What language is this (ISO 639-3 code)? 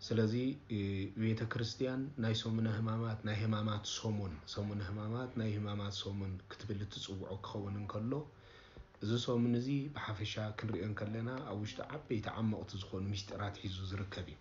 tir